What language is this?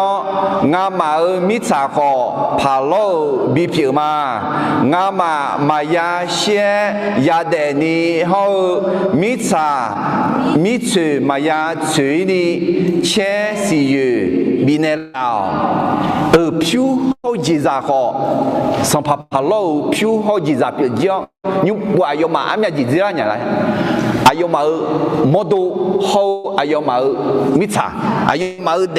Akha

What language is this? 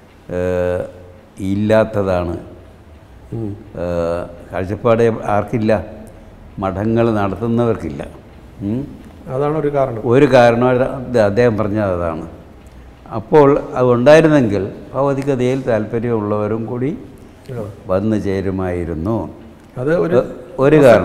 Malayalam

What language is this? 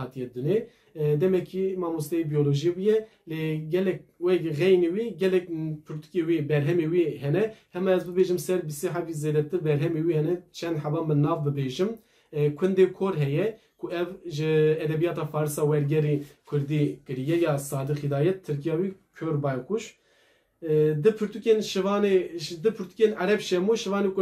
Kurdish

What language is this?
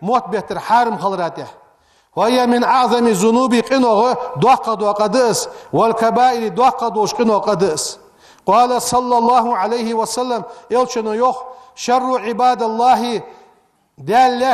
Ingush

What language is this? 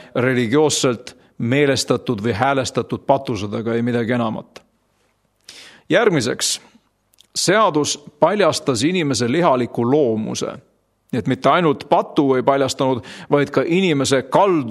Estonian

